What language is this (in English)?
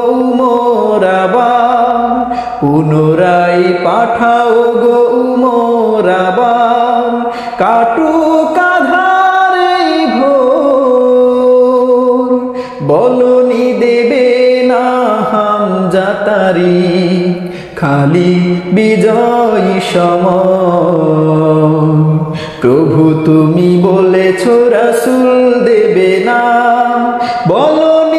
Bangla